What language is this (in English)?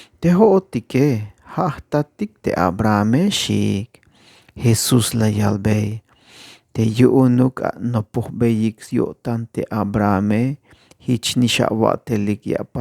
Tzeltal